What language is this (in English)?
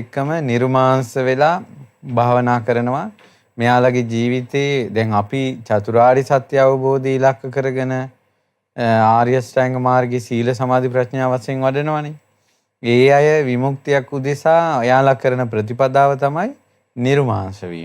Sinhala